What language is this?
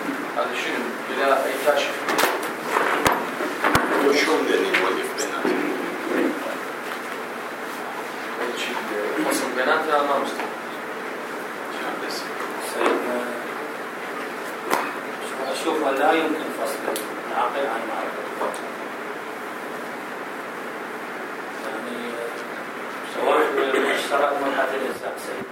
Arabic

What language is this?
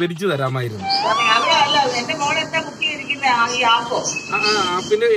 Malayalam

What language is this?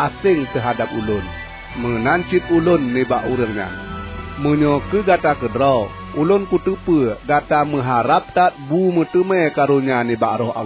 Achinese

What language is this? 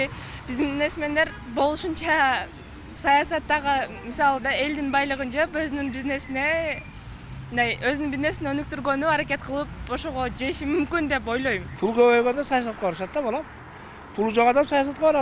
Kyrgyz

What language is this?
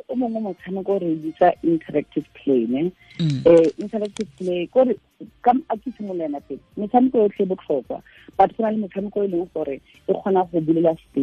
Tswana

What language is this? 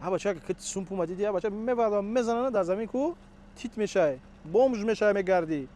Tajik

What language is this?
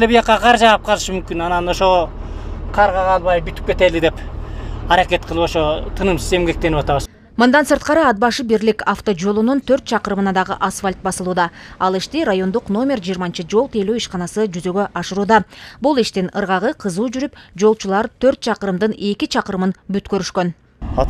Kyrgyz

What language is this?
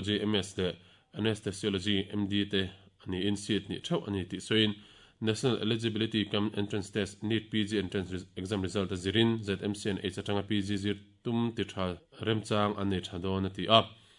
Mizo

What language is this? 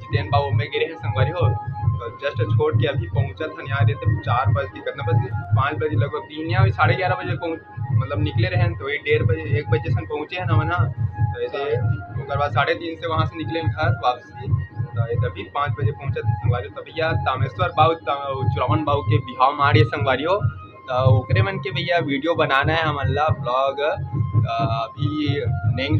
Chhattisgarhi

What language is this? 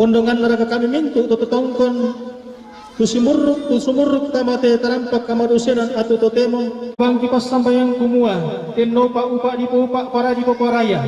Toraja-Sa'dan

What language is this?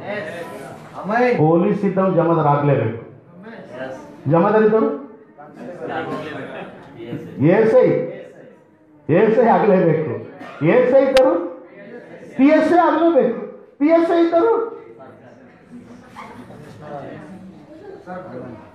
Kannada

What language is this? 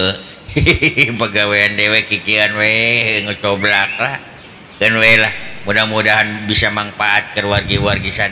Sundanese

